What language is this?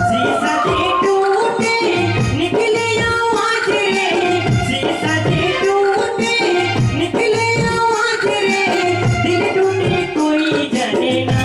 Sadri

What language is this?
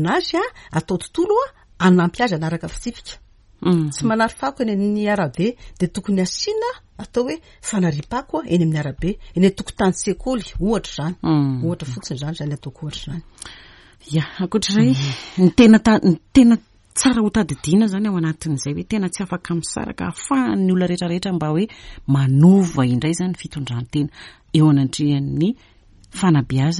Malagasy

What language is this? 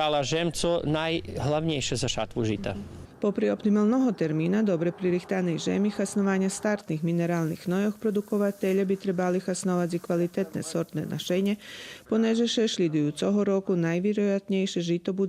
Rusyn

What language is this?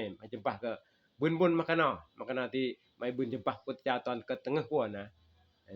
Northeastern Thai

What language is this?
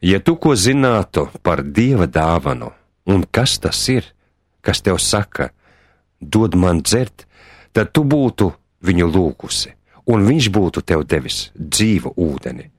Latvian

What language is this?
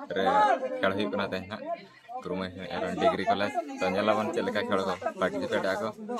Santali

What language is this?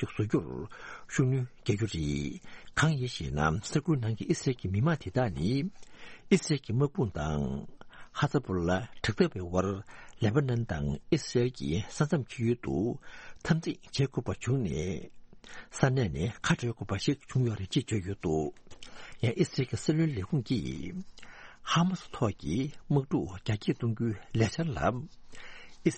Tibetan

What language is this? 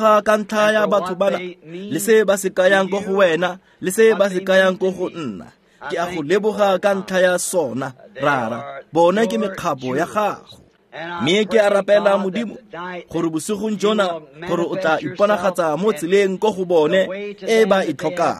Tswana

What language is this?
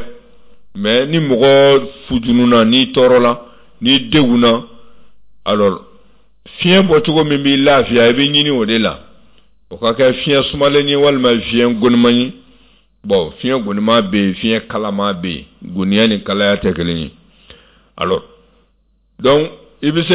Bambara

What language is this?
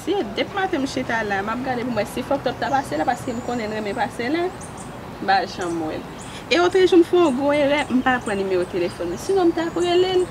Haitian Creole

